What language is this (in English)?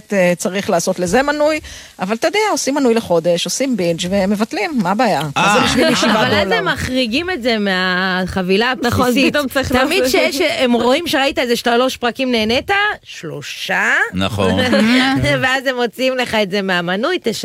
Hebrew